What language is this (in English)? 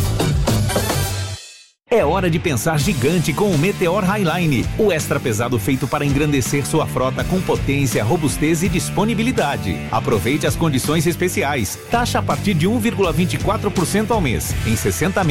Portuguese